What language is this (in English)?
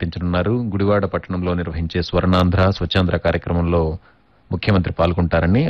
Telugu